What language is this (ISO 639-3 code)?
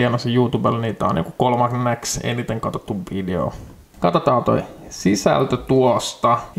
fin